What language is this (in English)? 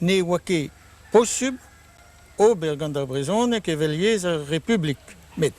Breton